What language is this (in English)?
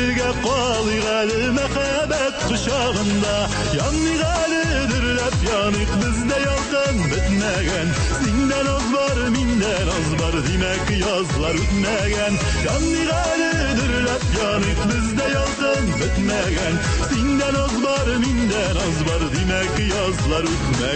Tatar